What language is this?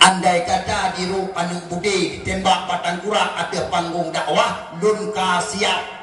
Achinese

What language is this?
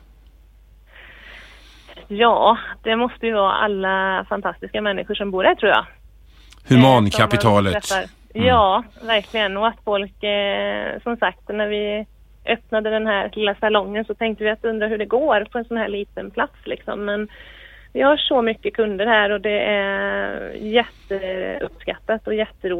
Swedish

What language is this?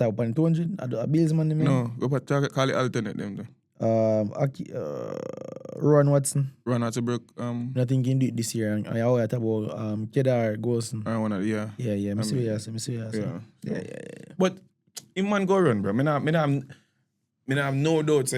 Jamaican Creole English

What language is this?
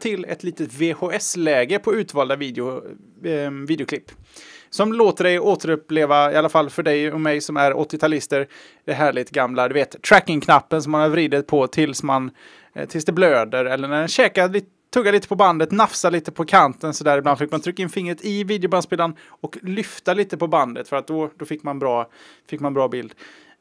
Swedish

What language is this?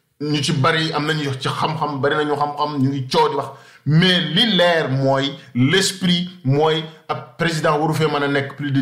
Wolof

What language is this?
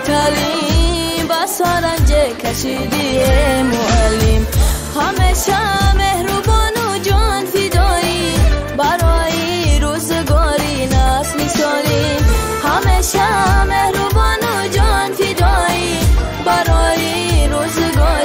Tajik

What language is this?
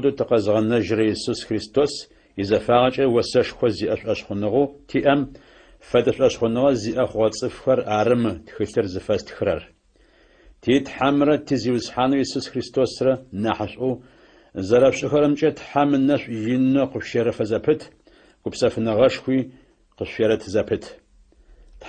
Adyghe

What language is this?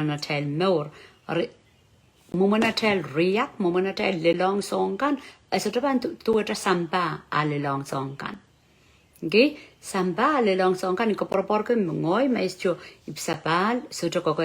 Pohnpeian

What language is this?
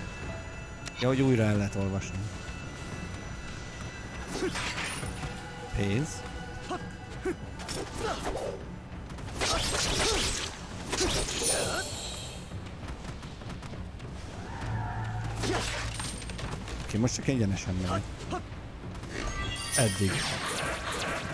Hungarian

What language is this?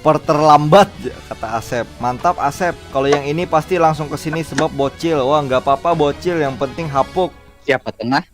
Banjar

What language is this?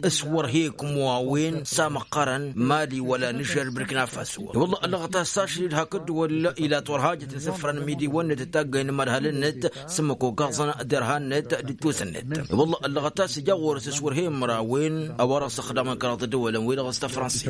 Tamasheq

